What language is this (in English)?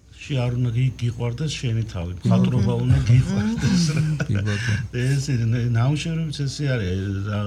Georgian